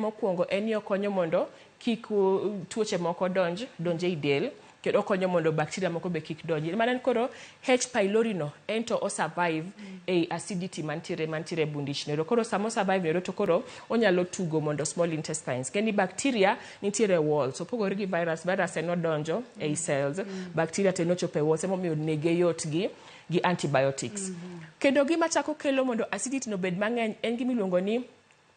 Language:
Luo (Kenya and Tanzania)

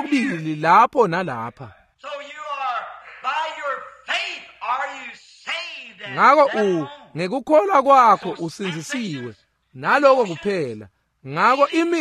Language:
Swati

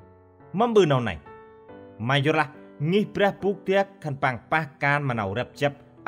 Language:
Central Mnong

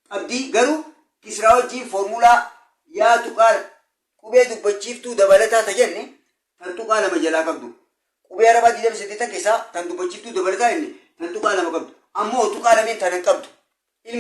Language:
Oromo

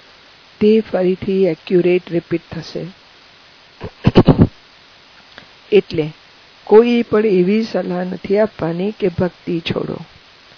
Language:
Gujarati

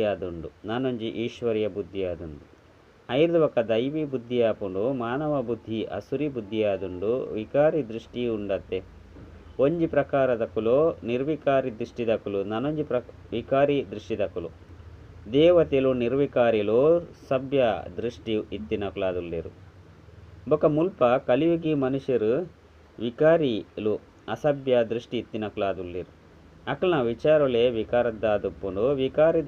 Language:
Tulu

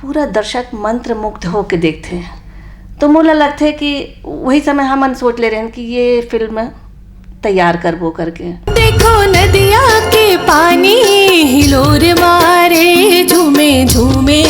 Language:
Chhattisgarhi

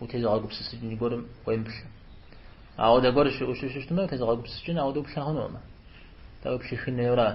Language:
Kabardian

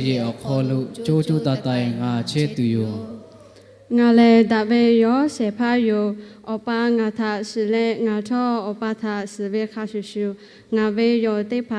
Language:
Lahu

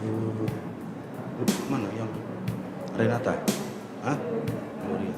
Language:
Batak Karo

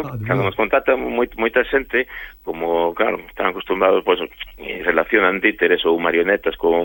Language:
Galician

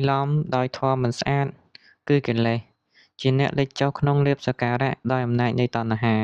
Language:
Khmer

